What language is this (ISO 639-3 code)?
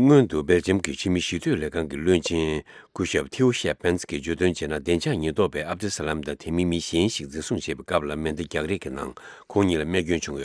bod